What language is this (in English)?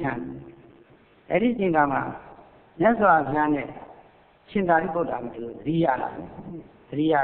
Burmese